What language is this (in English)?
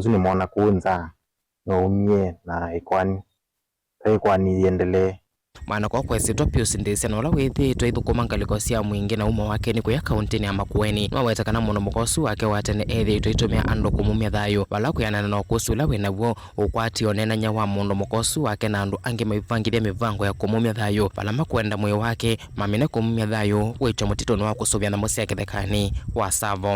Kamba